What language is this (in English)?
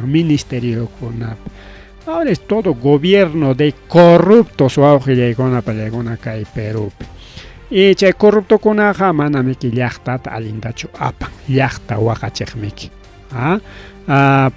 Ayacucho Quechua